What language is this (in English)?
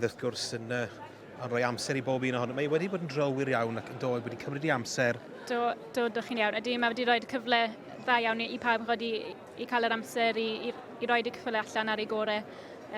Welsh